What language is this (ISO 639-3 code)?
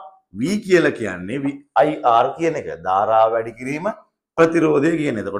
sin